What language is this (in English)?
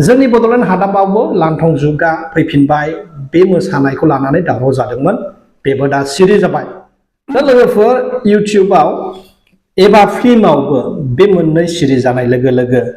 Bodo